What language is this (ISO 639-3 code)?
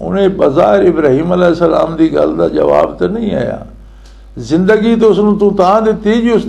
lah